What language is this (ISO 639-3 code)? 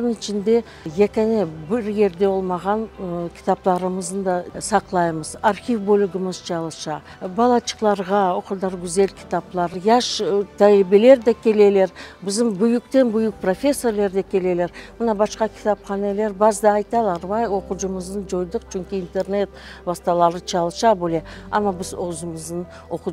crh